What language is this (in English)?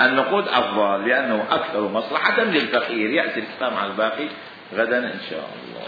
Mesopotamian Arabic